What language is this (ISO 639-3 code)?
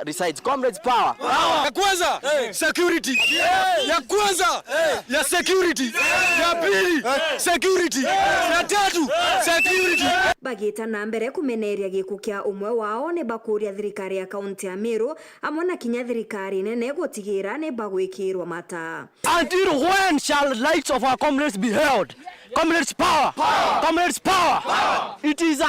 mer